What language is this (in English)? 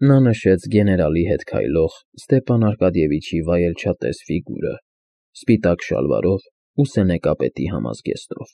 Armenian